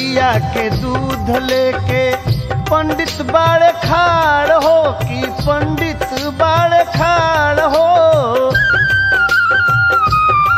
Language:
Bhojpuri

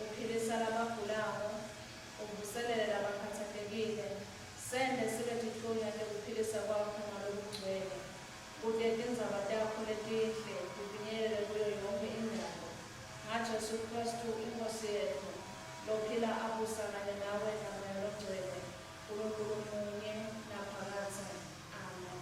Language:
Swati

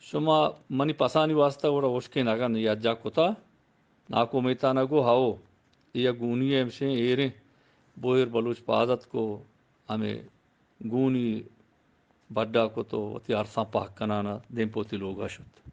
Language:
Eastern Balochi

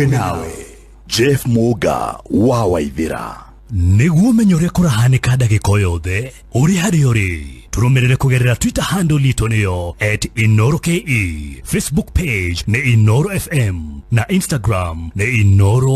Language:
Kikuyu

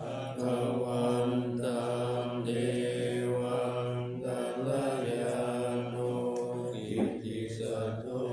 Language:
Pali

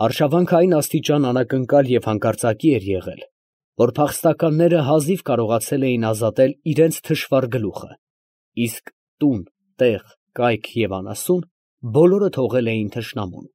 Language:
Armenian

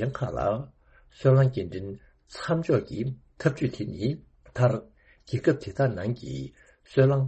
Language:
Tibetan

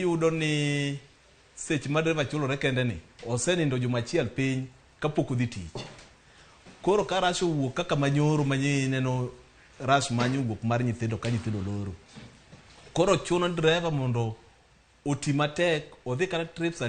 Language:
Luo (Kenya and Tanzania)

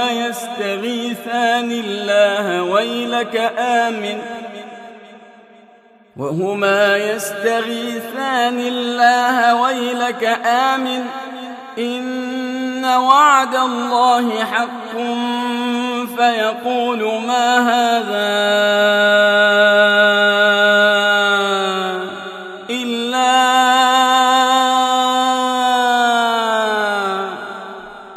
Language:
Arabic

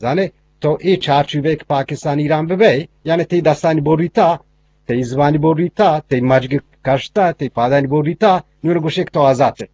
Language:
Eastern Balochi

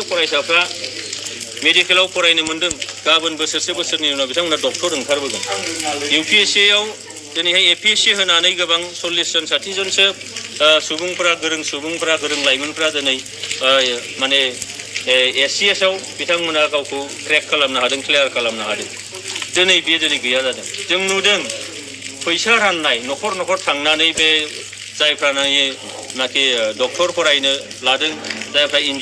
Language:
Bodo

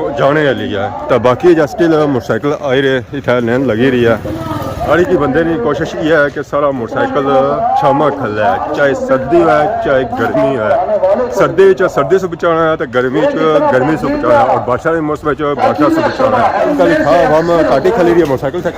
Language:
Pahari-Potwari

